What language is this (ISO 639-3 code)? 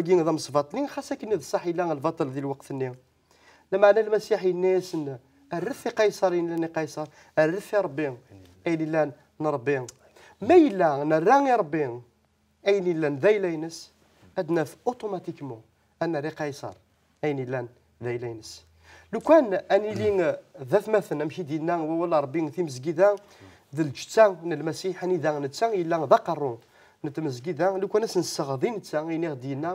kab